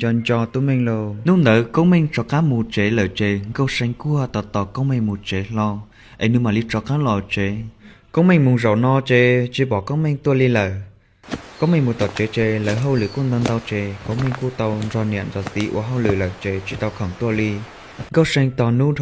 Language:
Hmong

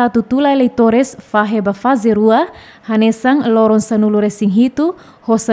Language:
Tetum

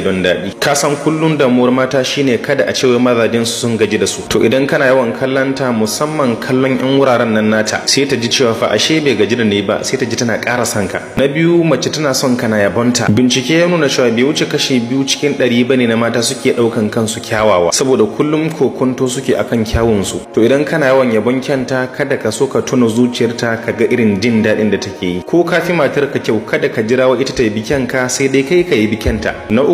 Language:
Hausa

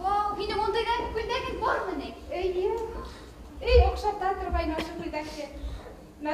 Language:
Bashkir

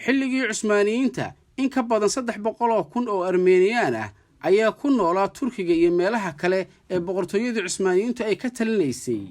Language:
Somali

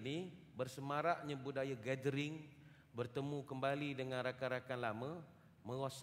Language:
Malay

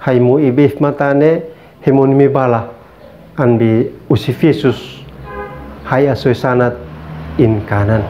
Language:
Uab Meto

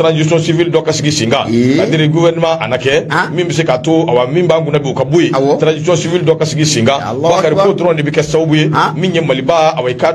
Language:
Bambara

